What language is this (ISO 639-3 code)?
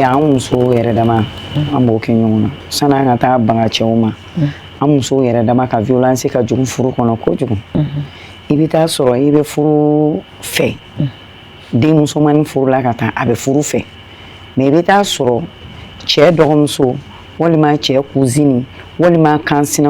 bam